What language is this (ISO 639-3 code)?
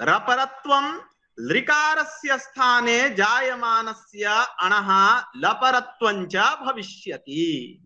san